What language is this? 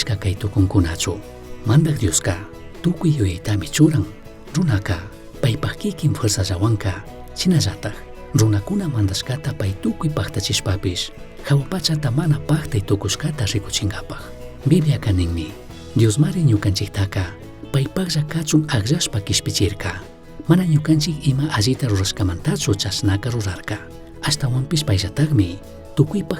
Chimborazo Highland Quichua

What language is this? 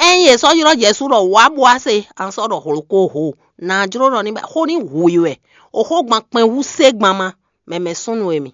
Fon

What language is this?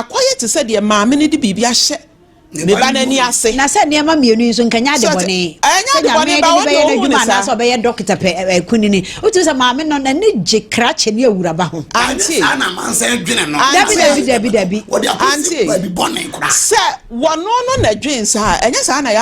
Akan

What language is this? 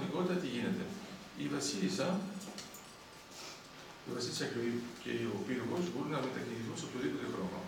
Greek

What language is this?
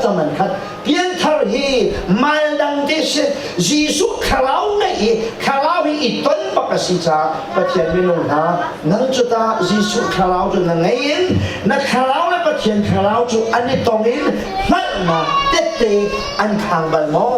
Hakha Chin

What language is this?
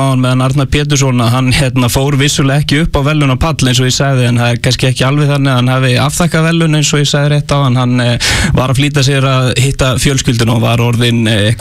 Icelandic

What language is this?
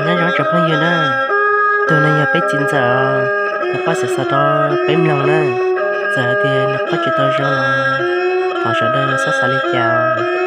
Hmong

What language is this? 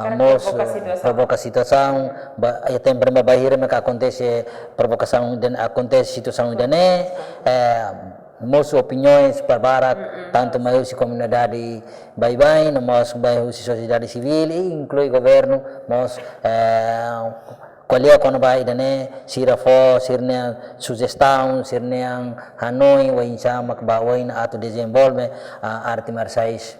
Tetum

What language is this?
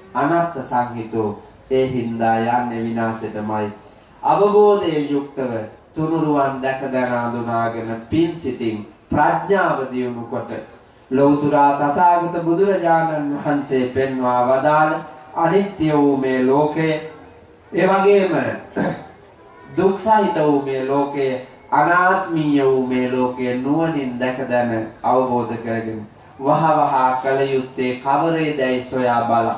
Sinhala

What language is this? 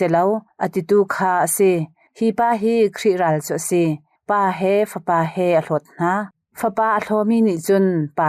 Hakha Chin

